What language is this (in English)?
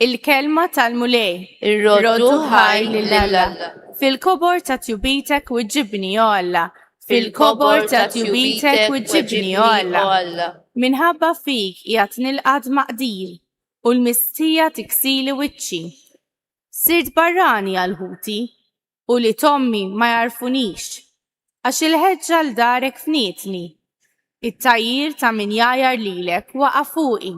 Maltese